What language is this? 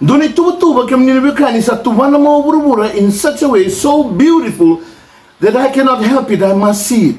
Fijian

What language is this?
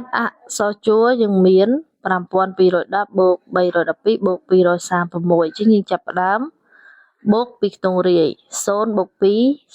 Khmer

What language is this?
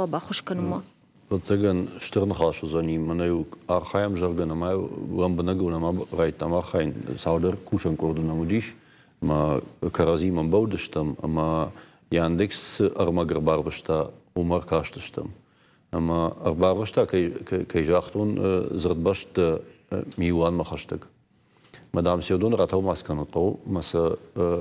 Ossetic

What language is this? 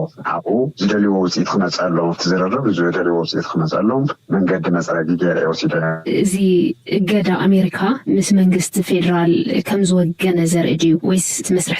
Tigrinya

